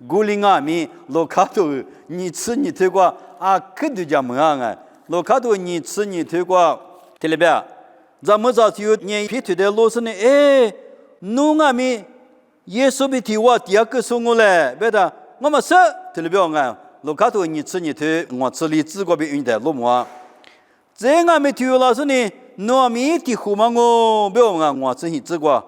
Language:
Lisu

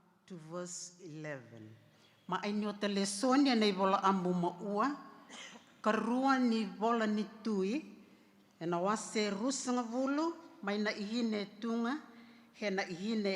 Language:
Fijian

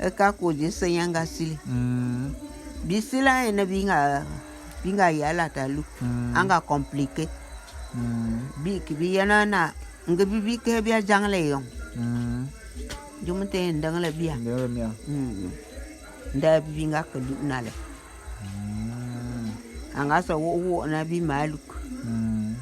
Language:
Bulu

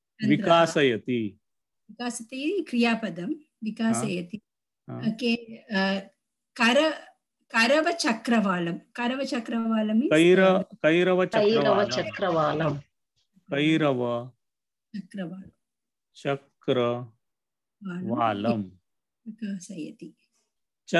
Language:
Sanskrit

